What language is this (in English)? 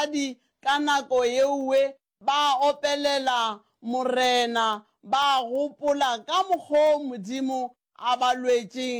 Northern Sotho